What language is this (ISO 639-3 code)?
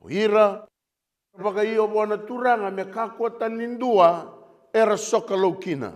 fij